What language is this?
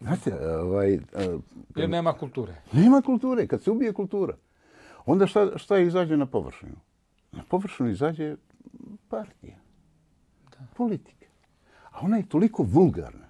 Bosnian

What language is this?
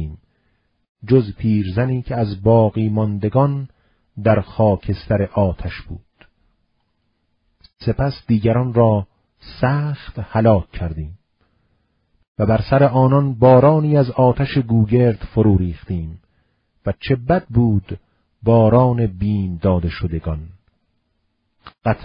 Persian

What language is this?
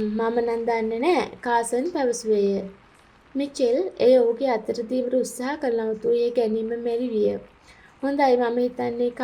Sinhala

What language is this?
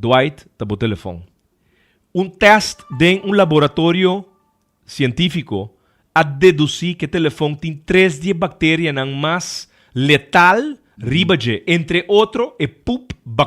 Papiamento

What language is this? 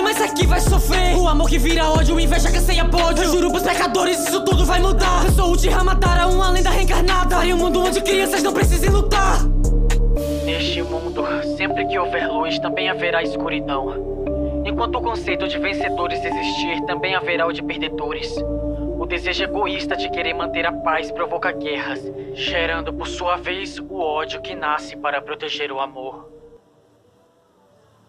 Portuguese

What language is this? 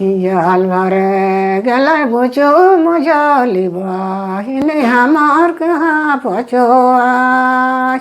Sadri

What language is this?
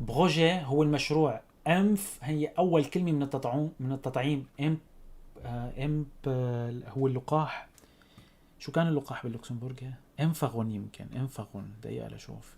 North Levantine Arabic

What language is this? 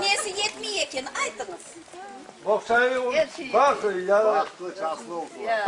Crimean Tatar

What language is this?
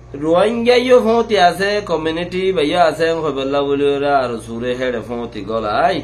Rohingya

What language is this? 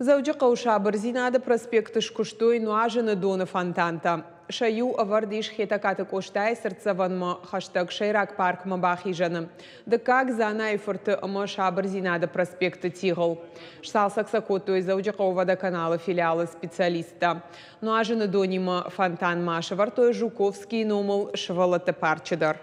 Ossetic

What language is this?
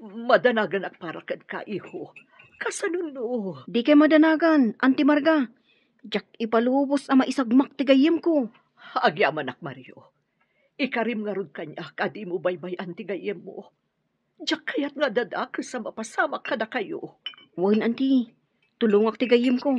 Iloko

